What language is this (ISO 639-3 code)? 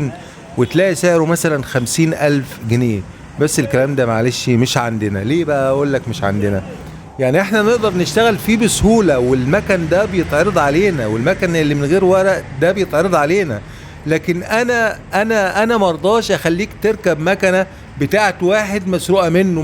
arz